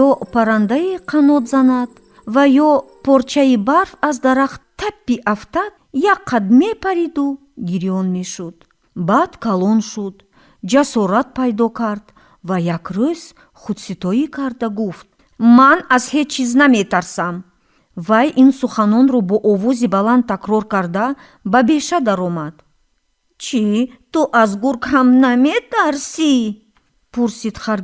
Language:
Tajik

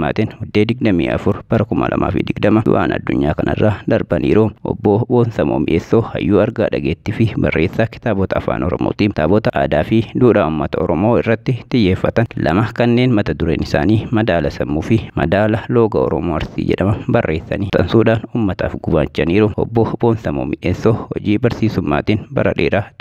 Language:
Oromo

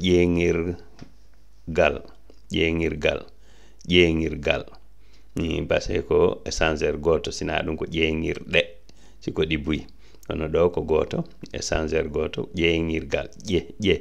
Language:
Fula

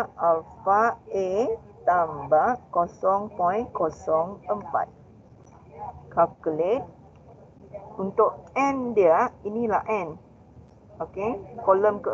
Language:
Malay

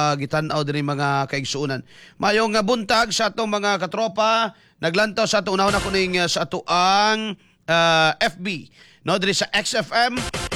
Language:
Cebuano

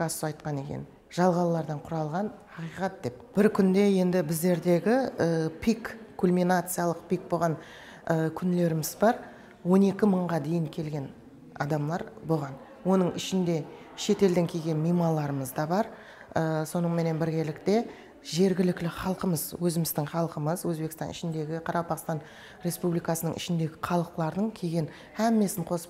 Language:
Kara-Kalpak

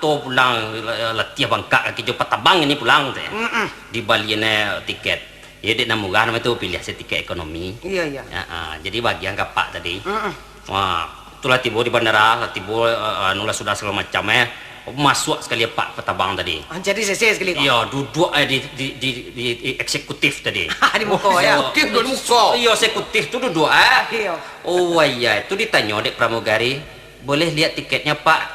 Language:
Minangkabau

